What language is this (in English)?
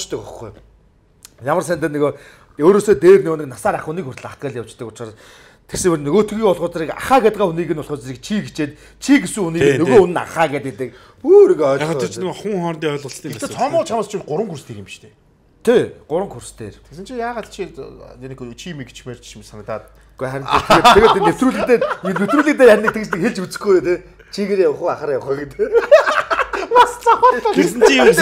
Mongolian